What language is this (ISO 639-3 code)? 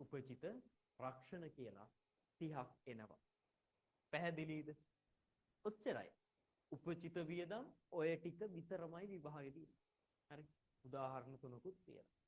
sin